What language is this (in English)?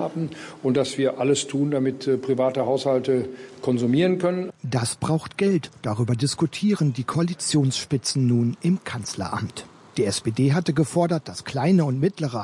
German